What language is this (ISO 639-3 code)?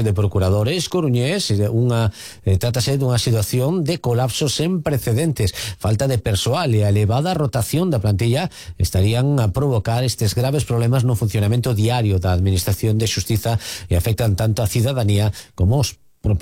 glg